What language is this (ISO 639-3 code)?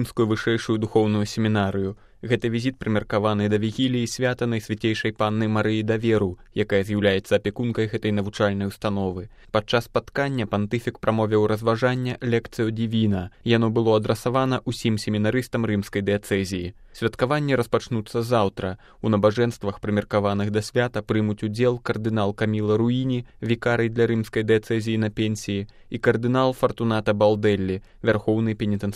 bel